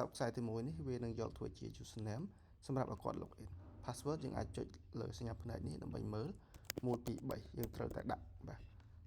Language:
Khmer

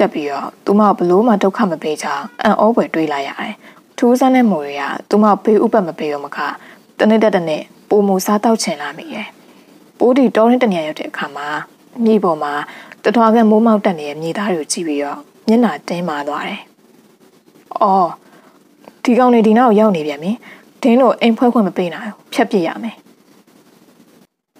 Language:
Burmese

